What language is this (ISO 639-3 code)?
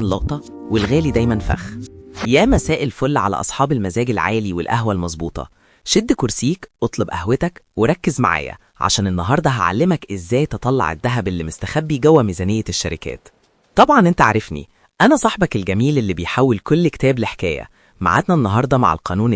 arz